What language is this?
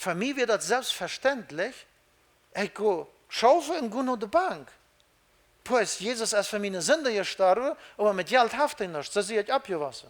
Plautdietsch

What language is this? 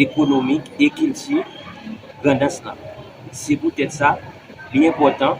Haitian Creole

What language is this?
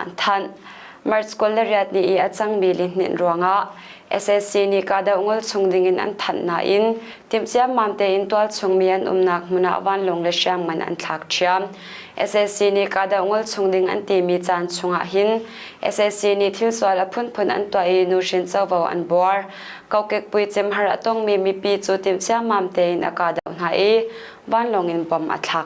Hakha Chin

